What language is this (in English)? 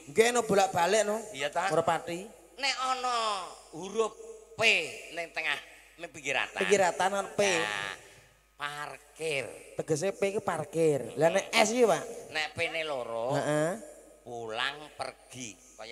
Javanese